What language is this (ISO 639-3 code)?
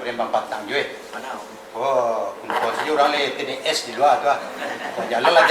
min